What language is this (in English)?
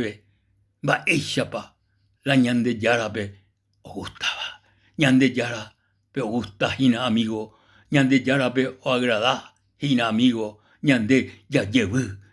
Guarani